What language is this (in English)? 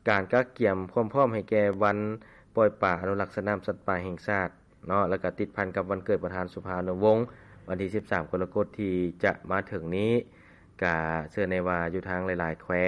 Lao